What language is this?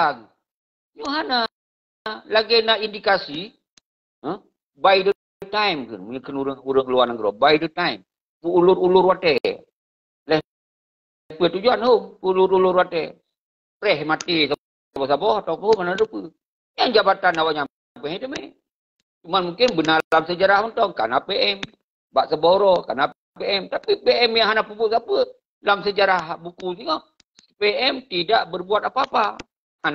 Achinese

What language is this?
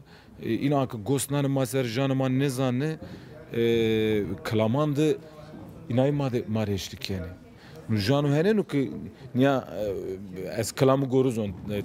Zaza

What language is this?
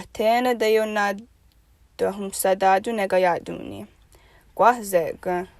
Mohawk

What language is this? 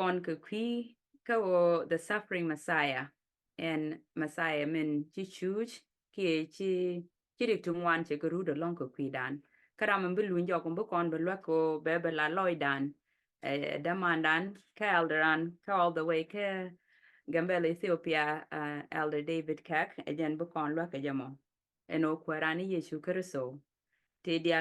Nuer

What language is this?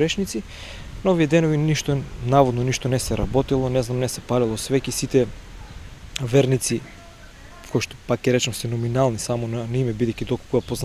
Macedonian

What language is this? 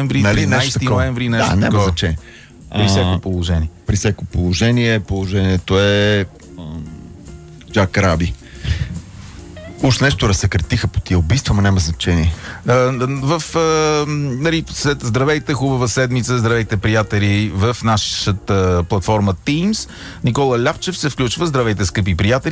Bulgarian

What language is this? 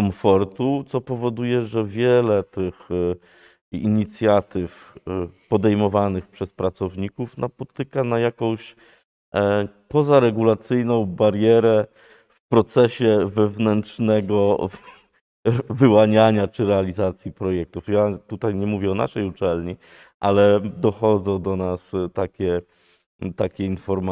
Polish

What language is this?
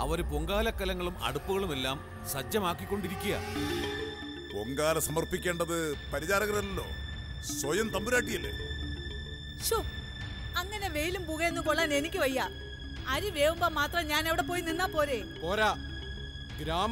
Malayalam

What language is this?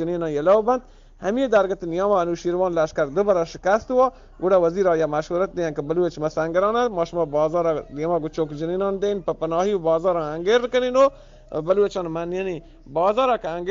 Eastern Balochi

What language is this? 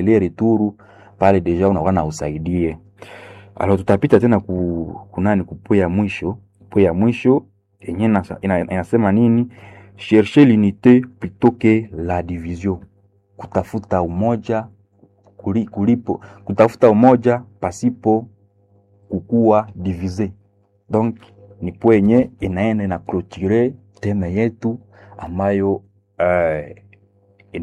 Swahili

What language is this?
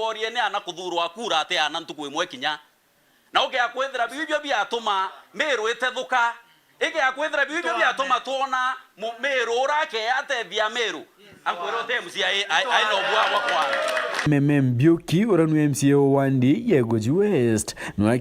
Meru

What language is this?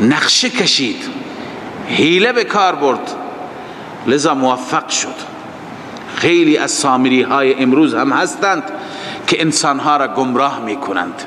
Persian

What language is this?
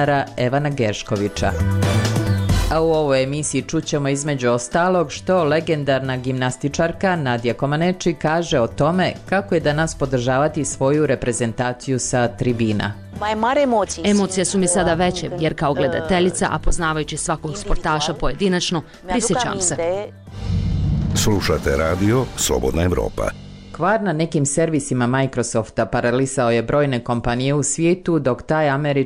Bosnian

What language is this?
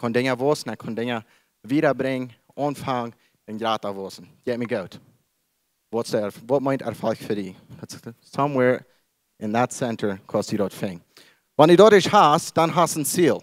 Plautdietsch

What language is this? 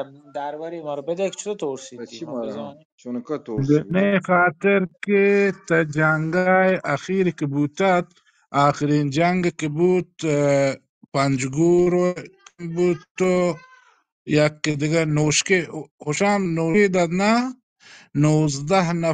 Baluchi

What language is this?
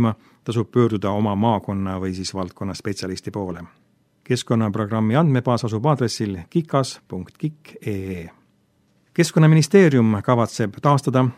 Estonian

